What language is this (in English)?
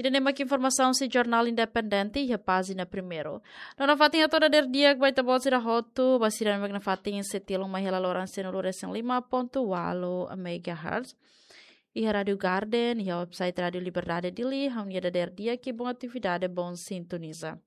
Tetum